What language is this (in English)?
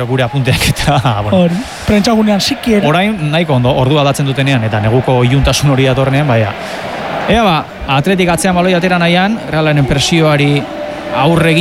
Basque